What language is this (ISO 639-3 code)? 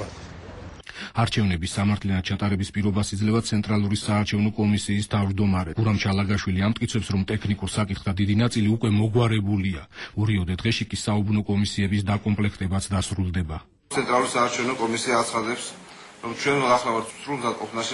kat